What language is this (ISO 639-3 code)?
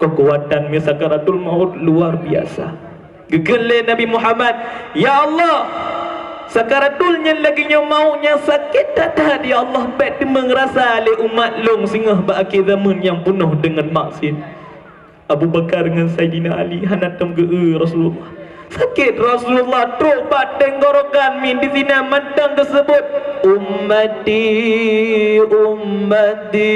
ace